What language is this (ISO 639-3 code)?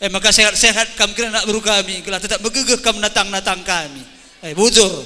btx